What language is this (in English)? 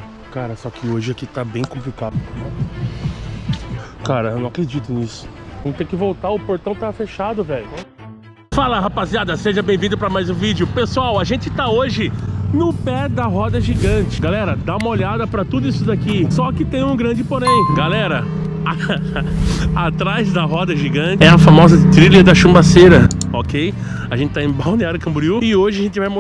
Portuguese